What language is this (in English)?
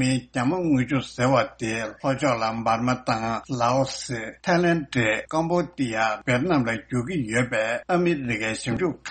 Tibetan